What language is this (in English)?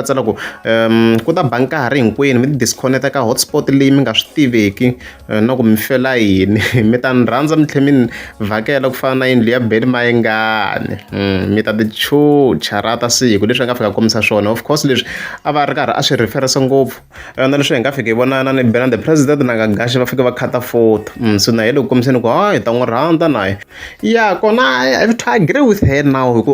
Tsonga